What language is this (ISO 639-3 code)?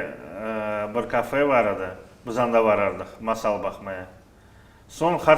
crh